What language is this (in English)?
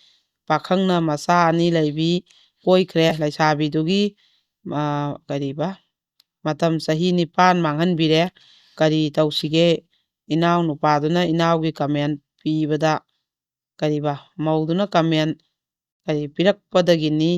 Manipuri